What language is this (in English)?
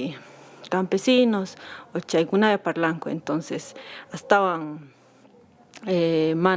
Quechua